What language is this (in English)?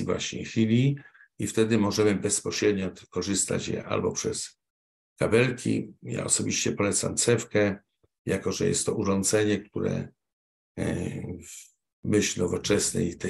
Polish